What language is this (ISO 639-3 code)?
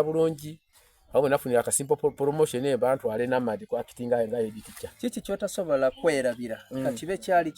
xog